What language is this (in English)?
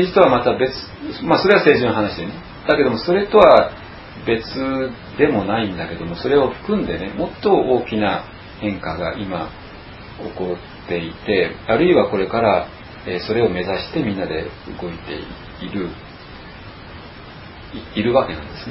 Japanese